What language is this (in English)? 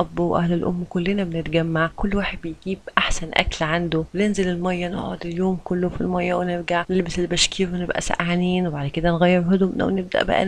Egyptian Arabic